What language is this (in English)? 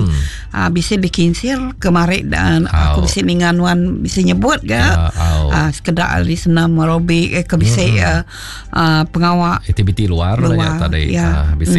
Iban